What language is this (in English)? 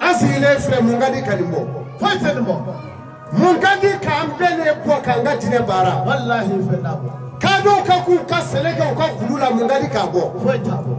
Bambara